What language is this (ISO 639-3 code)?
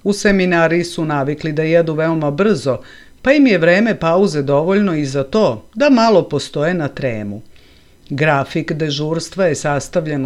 srp